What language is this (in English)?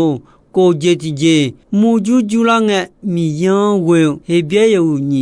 Akha